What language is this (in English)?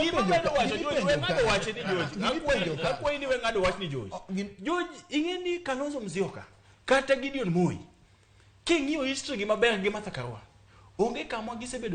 Luo (Kenya and Tanzania)